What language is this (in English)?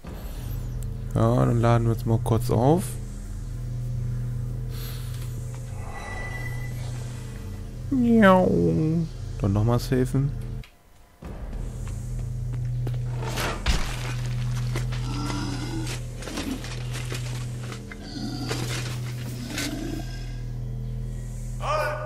German